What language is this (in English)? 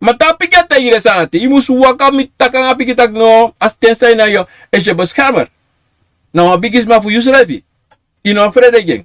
Sranan Tongo